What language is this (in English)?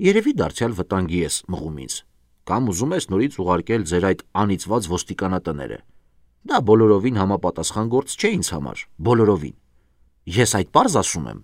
Armenian